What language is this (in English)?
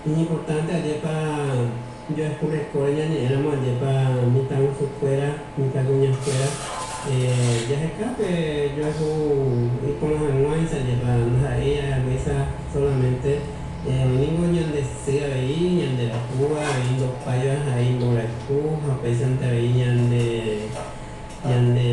Guarani